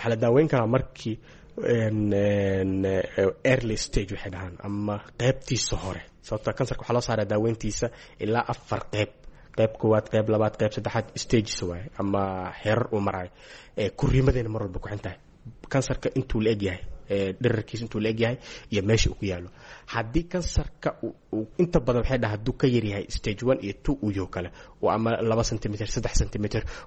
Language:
Somali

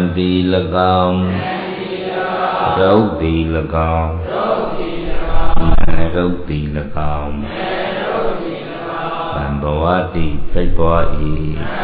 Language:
Burmese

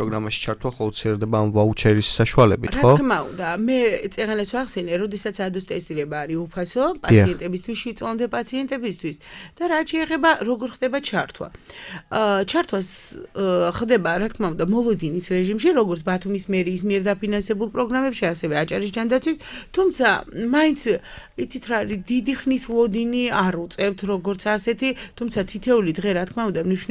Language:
Georgian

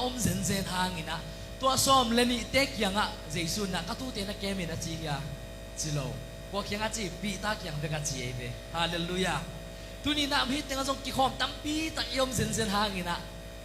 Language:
Tedim Chin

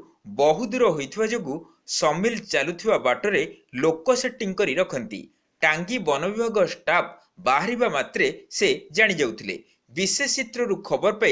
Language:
Odia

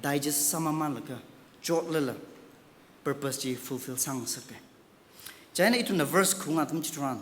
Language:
Tangkhul Naga (India)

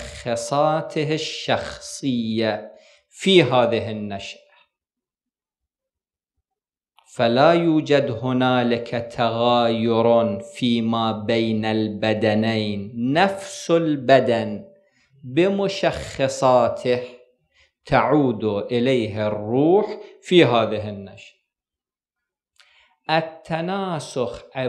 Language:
Arabic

